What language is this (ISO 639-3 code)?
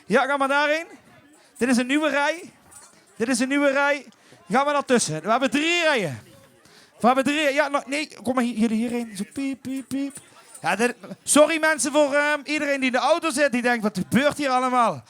lim